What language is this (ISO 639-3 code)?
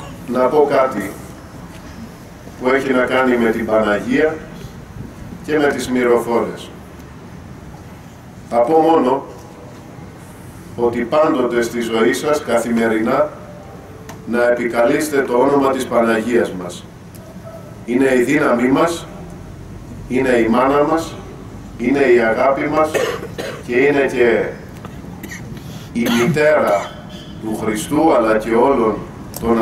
ell